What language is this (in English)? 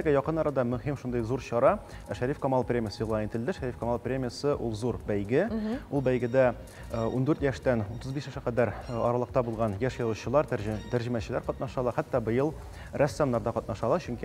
Tatar